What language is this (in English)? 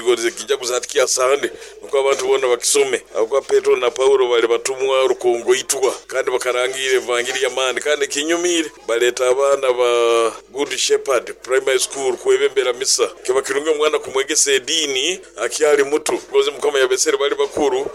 Nyoro